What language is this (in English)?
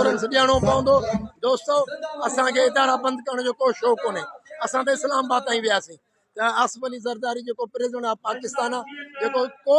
Sindhi